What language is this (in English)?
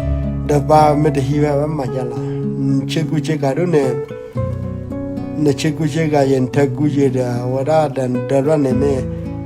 S'gaw Karen